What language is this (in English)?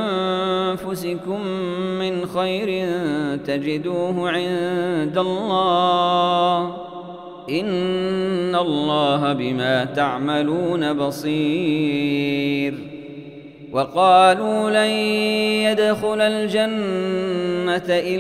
Arabic